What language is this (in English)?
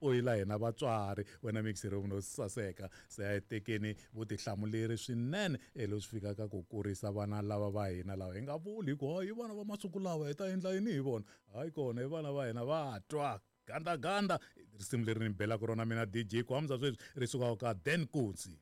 Tsonga